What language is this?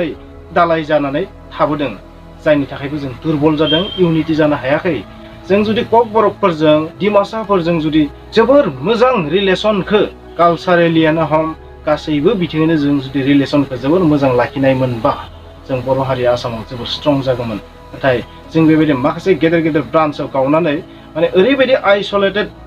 Bodo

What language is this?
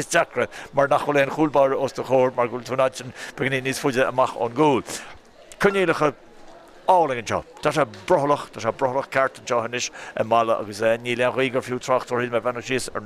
Irish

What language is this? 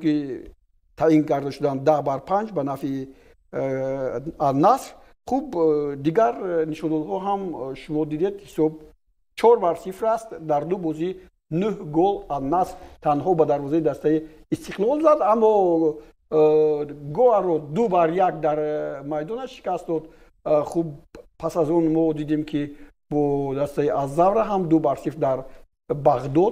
Tajik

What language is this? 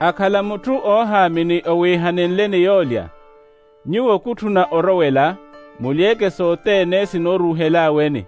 Makhuwa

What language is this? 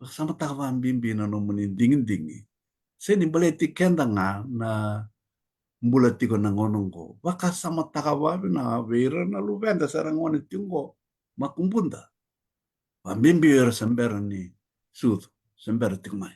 Fijian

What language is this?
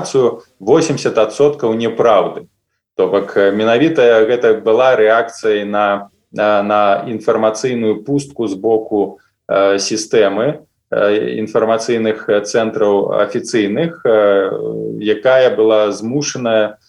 Belarusian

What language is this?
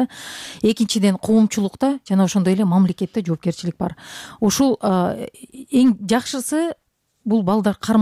Kyrgyz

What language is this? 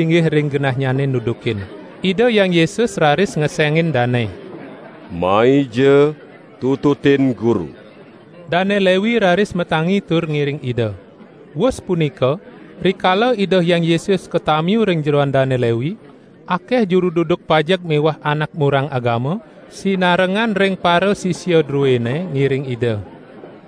Balinese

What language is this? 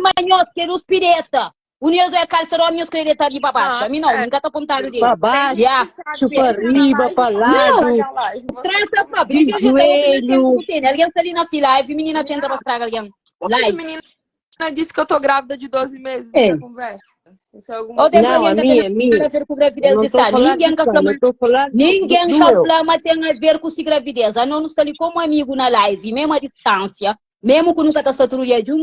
Kabuverdianu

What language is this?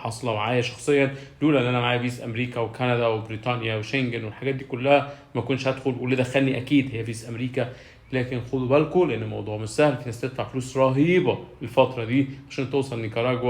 Egyptian Arabic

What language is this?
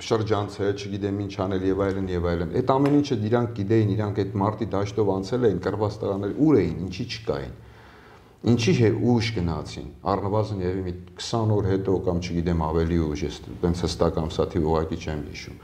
Armenian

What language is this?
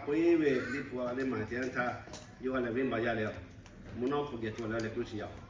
Lahu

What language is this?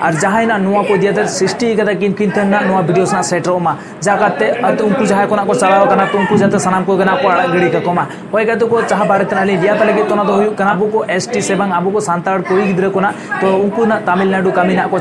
Santali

